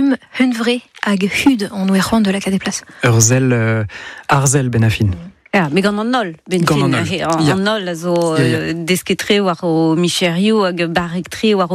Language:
Breton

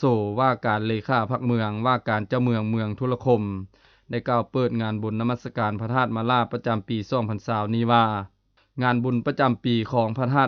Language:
Lao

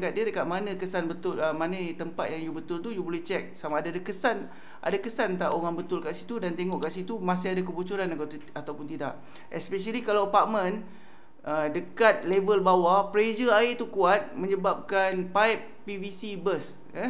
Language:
Malay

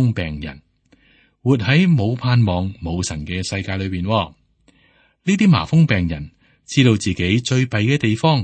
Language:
Cantonese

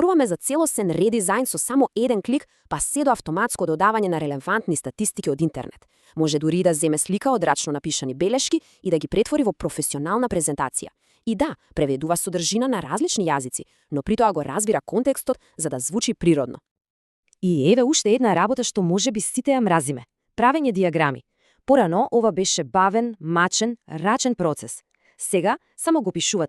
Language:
Macedonian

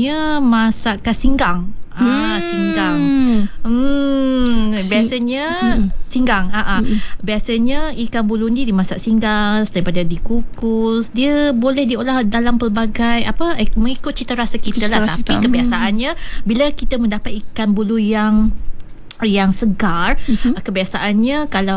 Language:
Malay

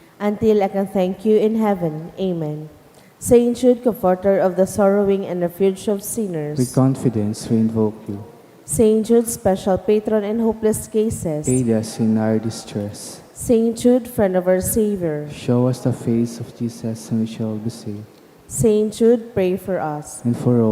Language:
Bikol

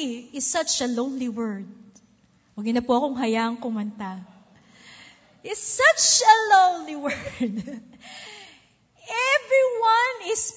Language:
Filipino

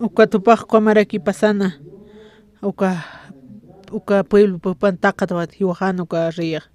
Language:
Aymara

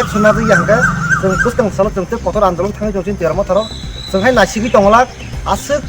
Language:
Kok Borok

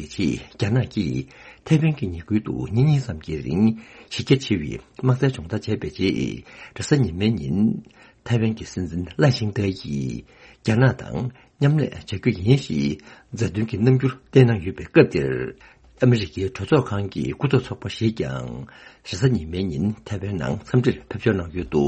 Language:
Tibetan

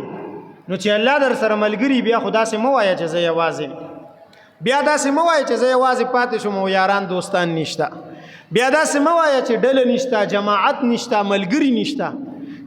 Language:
Pashto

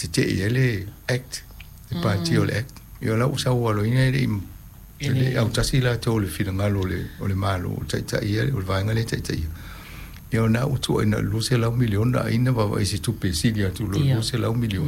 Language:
Samoan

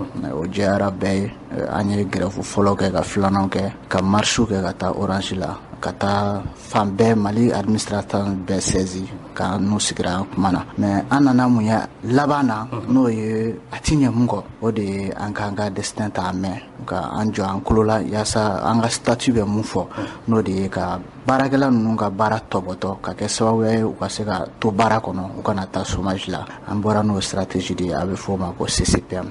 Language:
Bambara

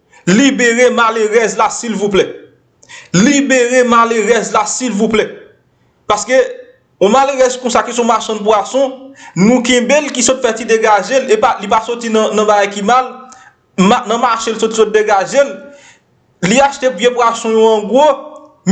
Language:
Haitian Creole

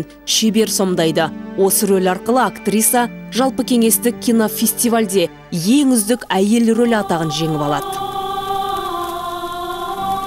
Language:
Kazakh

